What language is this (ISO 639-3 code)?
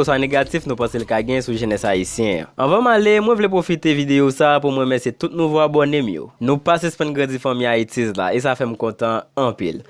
hat